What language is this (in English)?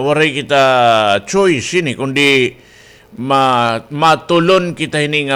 Waray